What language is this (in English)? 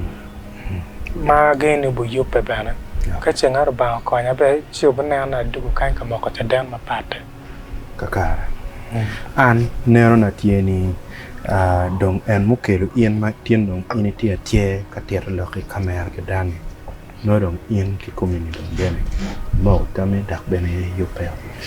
Acoli